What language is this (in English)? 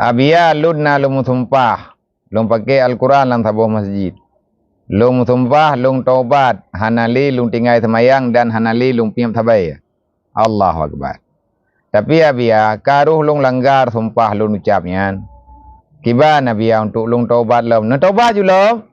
Achinese